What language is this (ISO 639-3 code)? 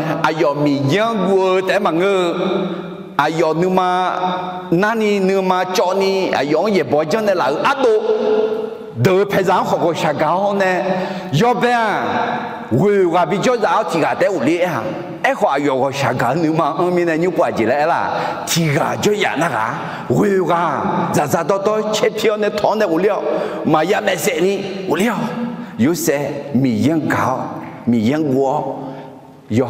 ahk